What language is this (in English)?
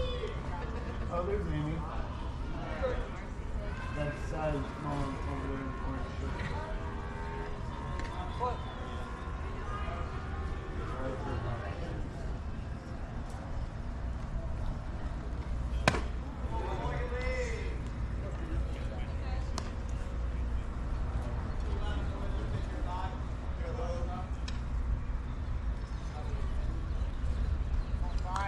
English